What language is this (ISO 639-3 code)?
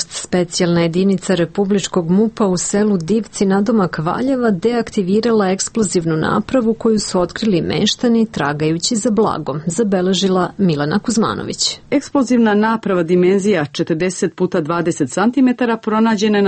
srp